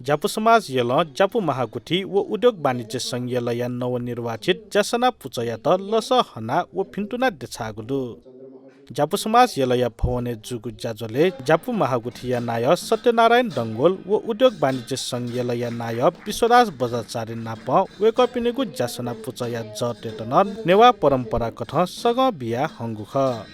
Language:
Newari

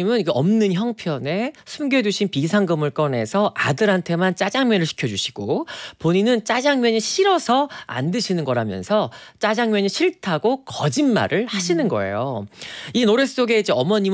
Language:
Korean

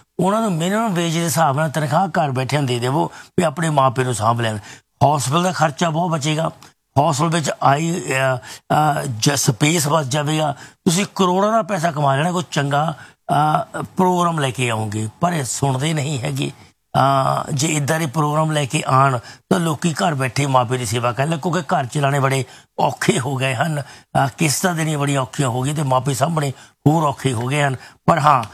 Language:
Punjabi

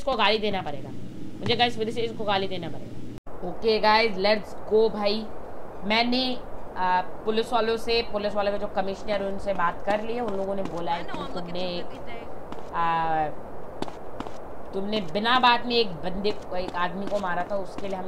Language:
Hindi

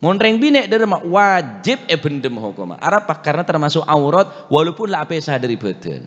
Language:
Madurese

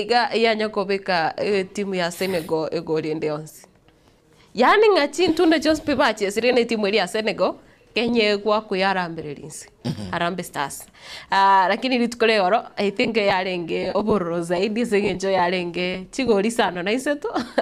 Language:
Gusii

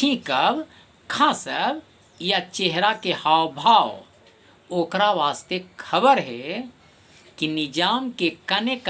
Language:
Magahi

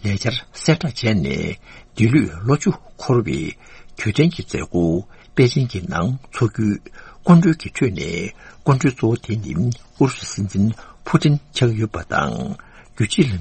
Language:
Tibetan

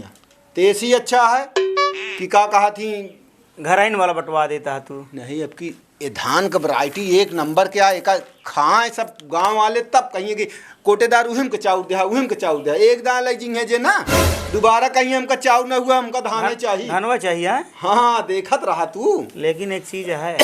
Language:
Awadhi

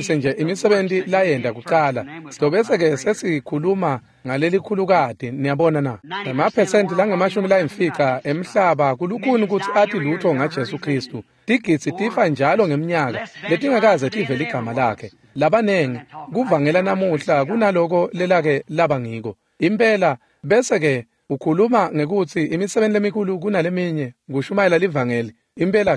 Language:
Swati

